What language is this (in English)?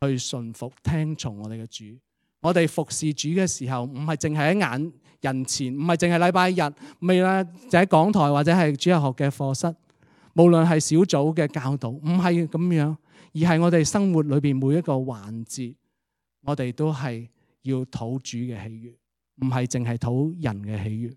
Cantonese